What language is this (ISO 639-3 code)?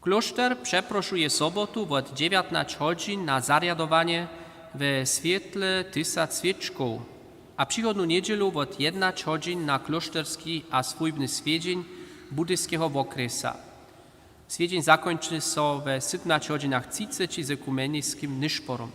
hsb